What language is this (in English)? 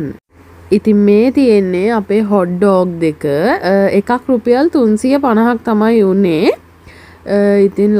Sinhala